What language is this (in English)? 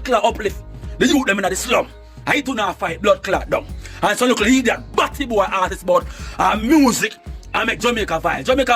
Jamaican Creole English